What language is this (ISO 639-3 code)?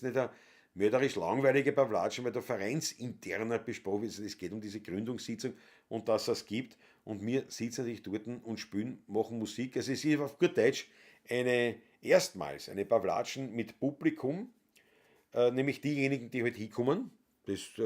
bar